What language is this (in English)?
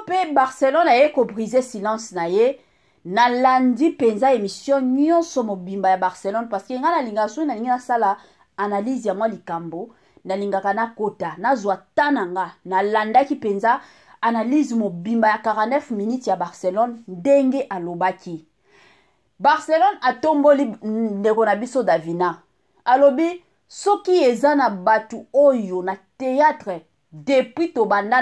Lingala